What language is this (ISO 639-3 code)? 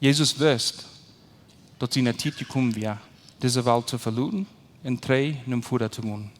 pdt